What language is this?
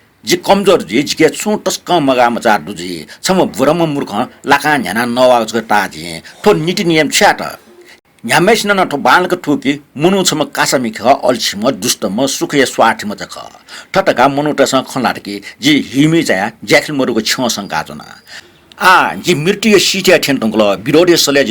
Newari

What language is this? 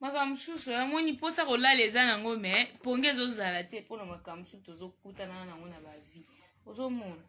Lingala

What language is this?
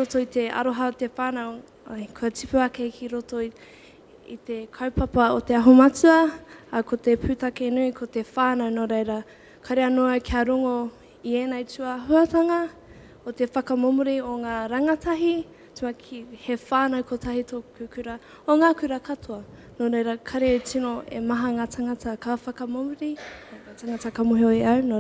Māori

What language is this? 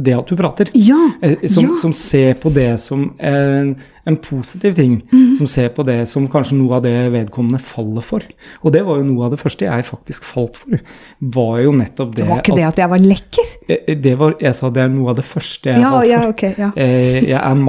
Norwegian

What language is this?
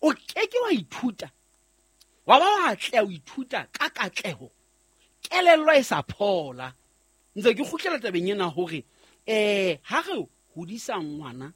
Southern Sotho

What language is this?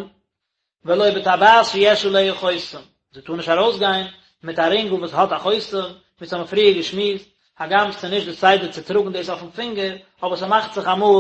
Yiddish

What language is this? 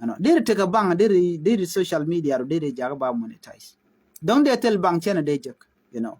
Nuer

